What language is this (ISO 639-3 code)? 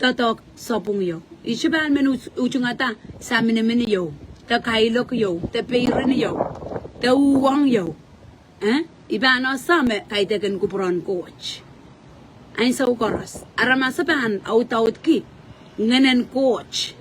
pon